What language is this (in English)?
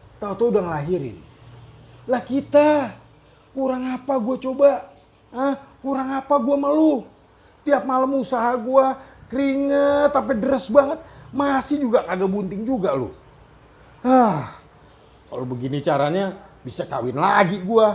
Betawi